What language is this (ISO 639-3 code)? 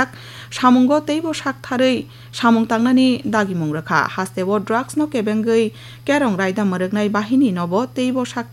trp